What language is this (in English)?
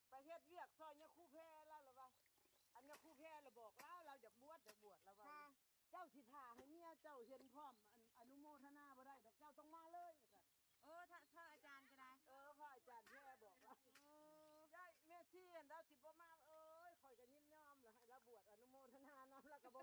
Lao